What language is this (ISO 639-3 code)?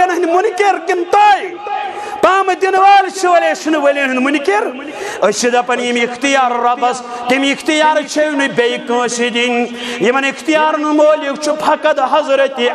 kas